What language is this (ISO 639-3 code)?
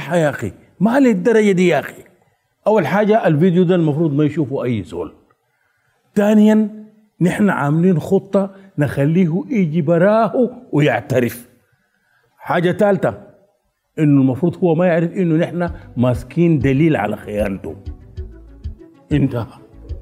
apd